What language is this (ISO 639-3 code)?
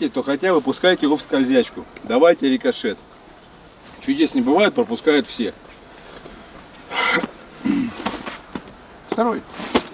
rus